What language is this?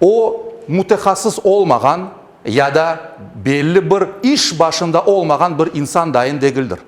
Crimean Tatar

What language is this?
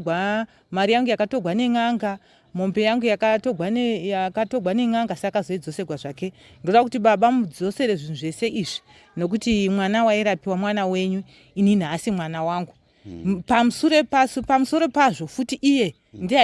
Shona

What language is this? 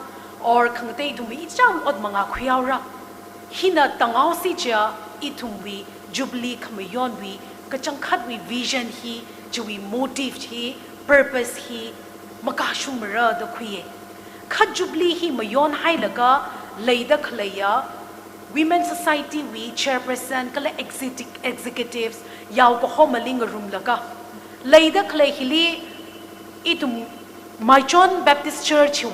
Tangkhul Naga (India)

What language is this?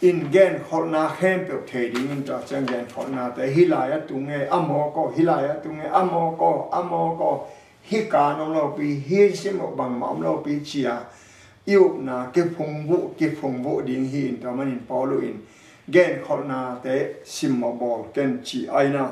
Tedim Chin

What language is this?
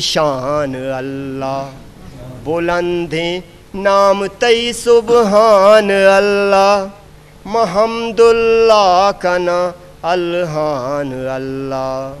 Eastern Balochi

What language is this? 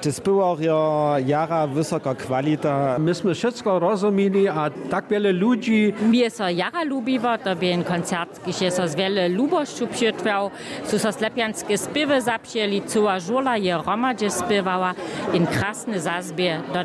Upper Sorbian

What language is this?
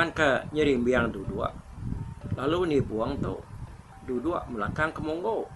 Iban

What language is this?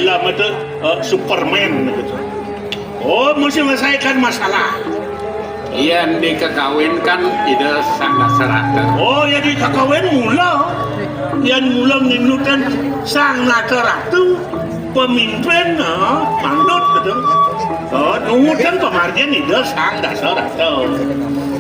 Balinese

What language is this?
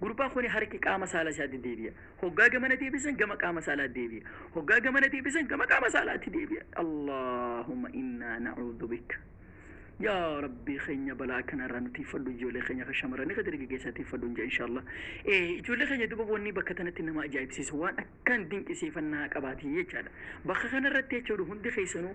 Oromo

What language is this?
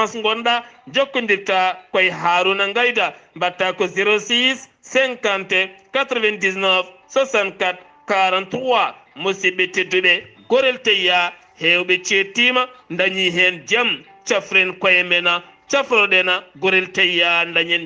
Fula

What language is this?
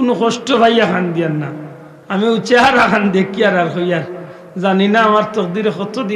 Sylheti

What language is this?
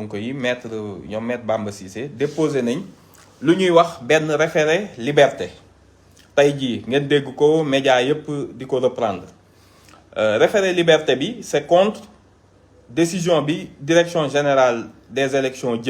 Wolof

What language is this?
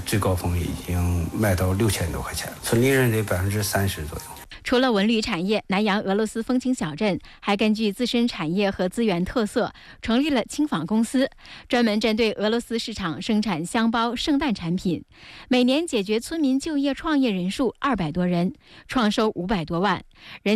Chinese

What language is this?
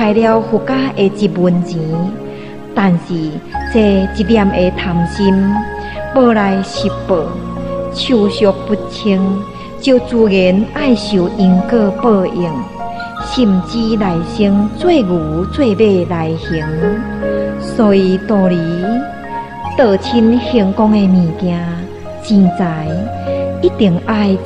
Min Nan Chinese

